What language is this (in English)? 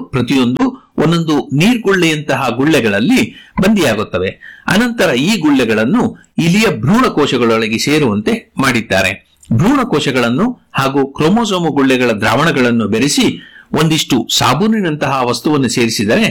Kannada